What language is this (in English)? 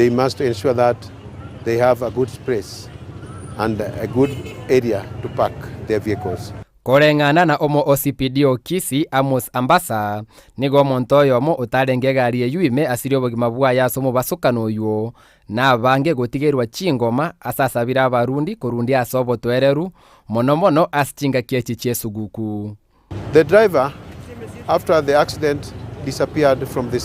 Gusii